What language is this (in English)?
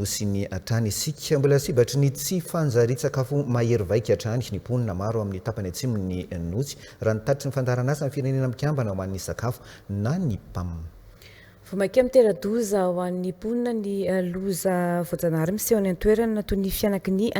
Malagasy